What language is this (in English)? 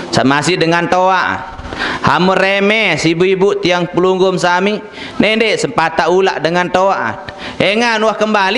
Sasak